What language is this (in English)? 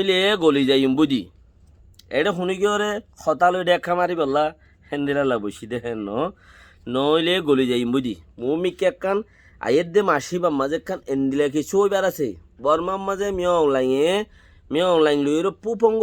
Rohingya